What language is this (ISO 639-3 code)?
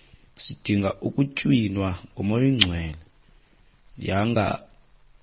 xho